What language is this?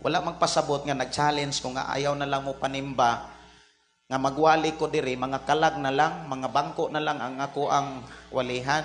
Cebuano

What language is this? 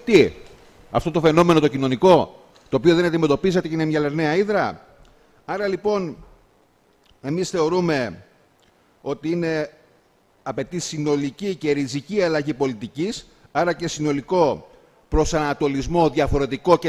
Greek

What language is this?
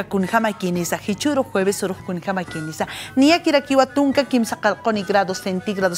Aymara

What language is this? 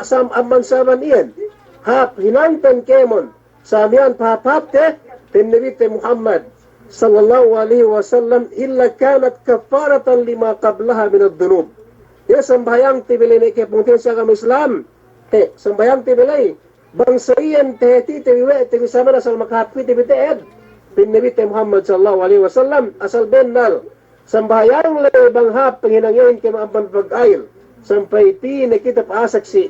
Yakan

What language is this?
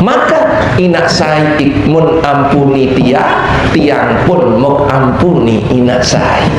Sasak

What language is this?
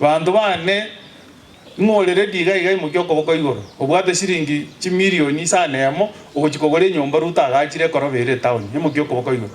Gusii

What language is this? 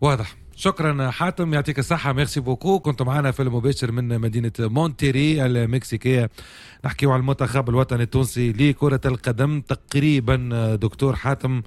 Tunisian Arabic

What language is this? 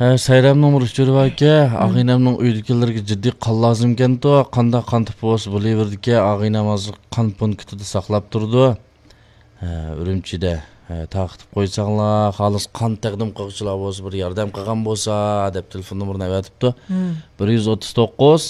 Uyghur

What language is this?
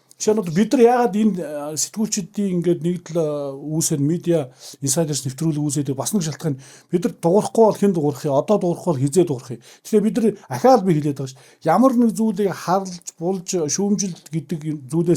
Mongolian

